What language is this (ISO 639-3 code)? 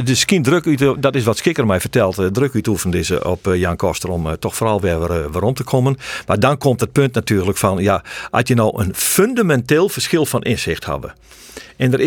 fry